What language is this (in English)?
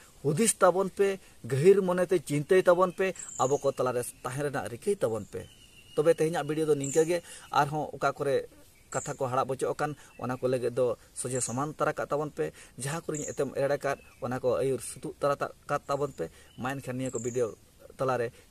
Santali